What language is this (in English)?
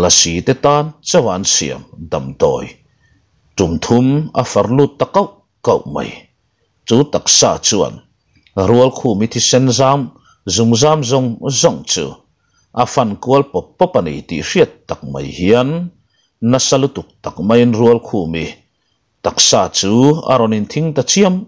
Mizo